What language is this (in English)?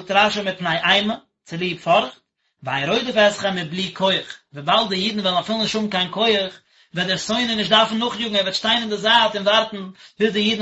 Yiddish